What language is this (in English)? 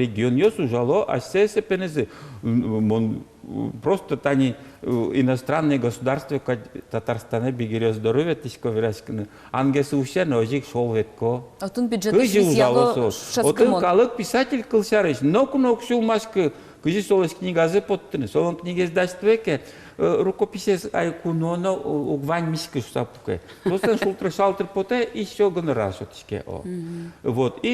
Udmurt